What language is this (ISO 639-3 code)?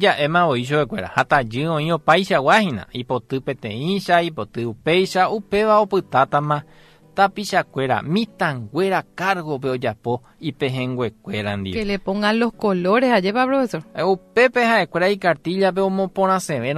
grn